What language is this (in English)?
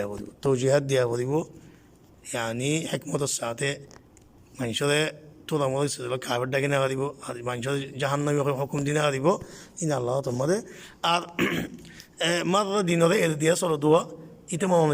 Rohingya